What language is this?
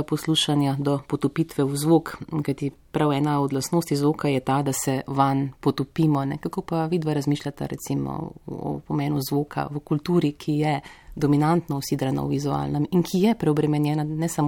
Slovenian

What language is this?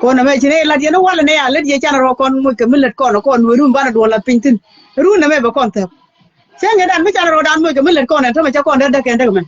Nuer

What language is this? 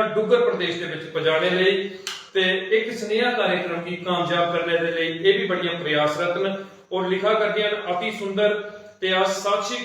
Dogri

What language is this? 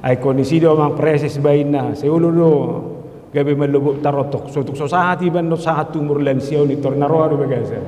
Batak Toba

